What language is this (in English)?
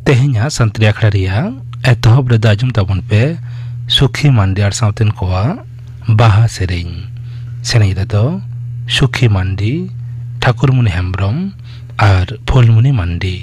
Santali